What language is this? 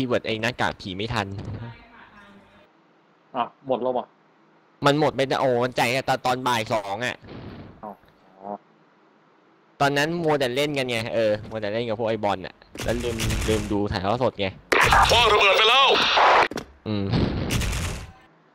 Thai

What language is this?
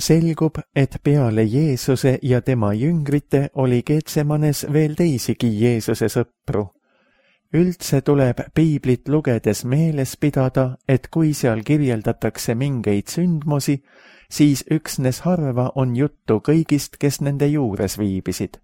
Estonian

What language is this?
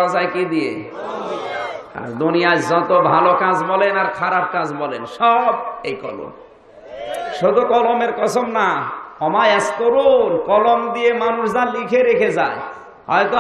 Bangla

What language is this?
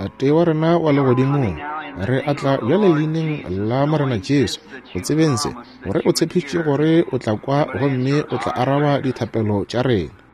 Northern Sotho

